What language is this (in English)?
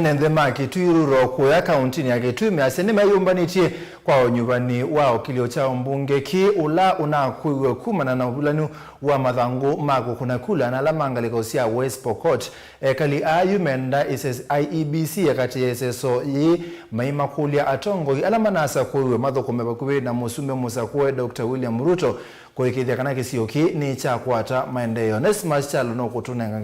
Kamba